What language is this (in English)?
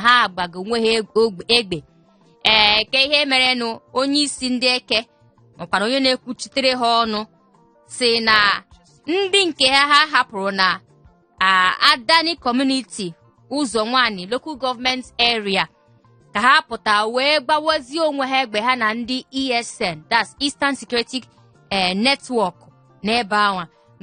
Igbo